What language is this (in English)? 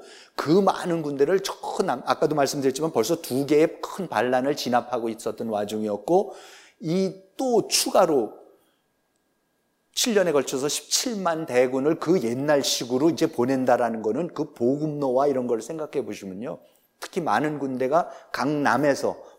Korean